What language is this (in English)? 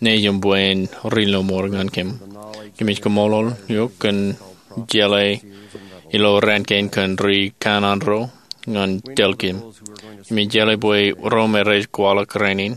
Marshallese